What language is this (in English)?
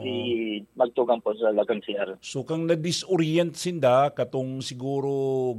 Bikol